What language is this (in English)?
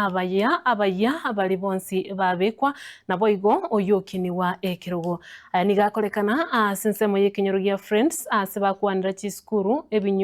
Gusii